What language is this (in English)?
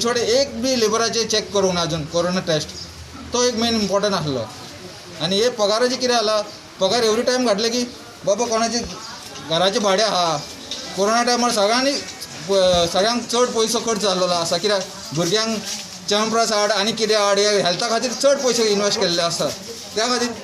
Konkani